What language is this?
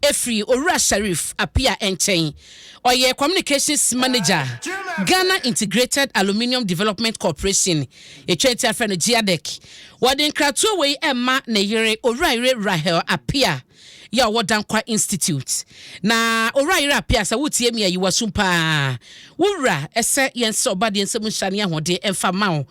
Akan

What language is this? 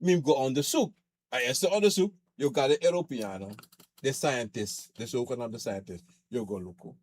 Sranan Tongo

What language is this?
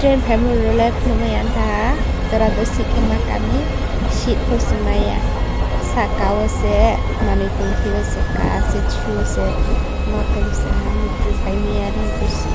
Riang (India)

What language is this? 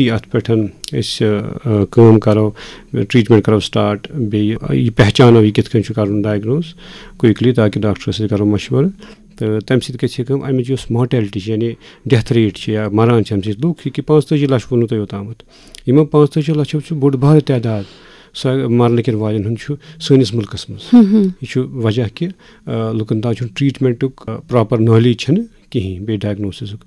Kashmiri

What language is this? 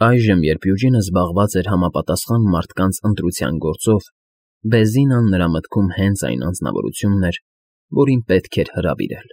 Armenian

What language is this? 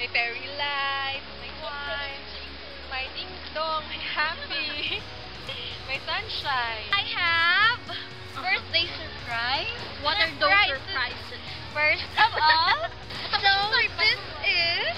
Hiligaynon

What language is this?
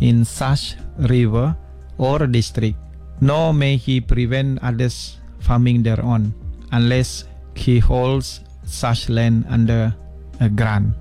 Iban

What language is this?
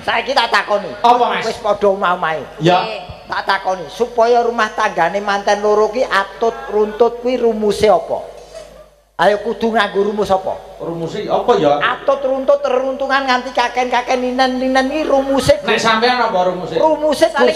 Javanese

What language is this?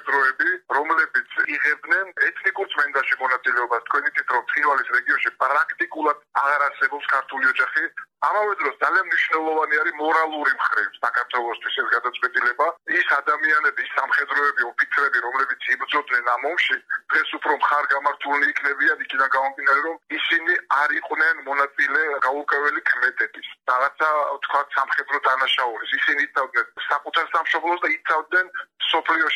Georgian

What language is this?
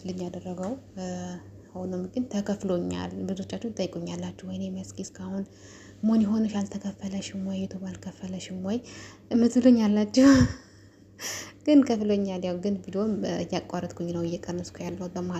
Amharic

